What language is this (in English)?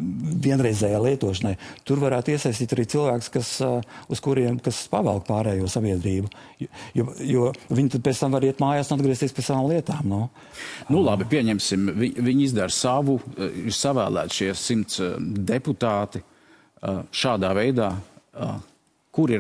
Latvian